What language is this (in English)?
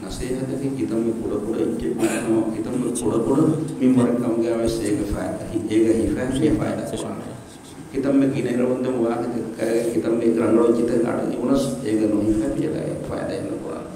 Divehi